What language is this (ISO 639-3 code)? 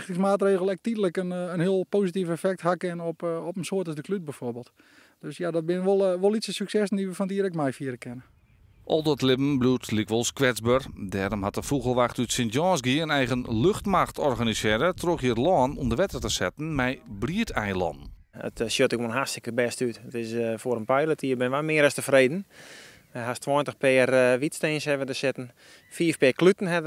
fry